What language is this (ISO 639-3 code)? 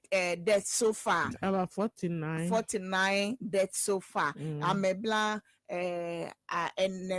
ewe